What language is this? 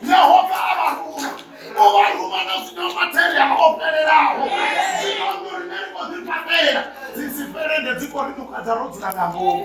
Venda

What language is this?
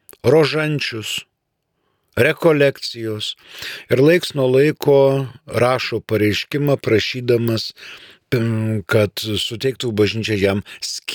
Lithuanian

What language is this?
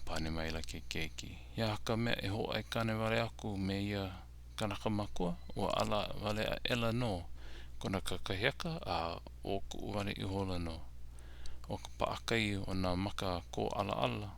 Hawaiian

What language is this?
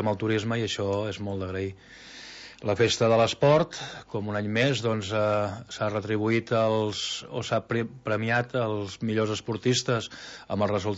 Catalan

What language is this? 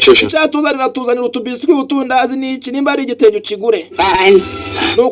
Kinyarwanda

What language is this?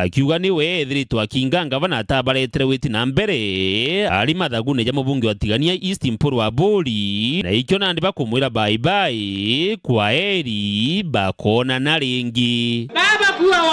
Meru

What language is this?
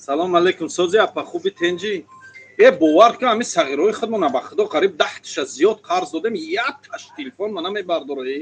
Tajik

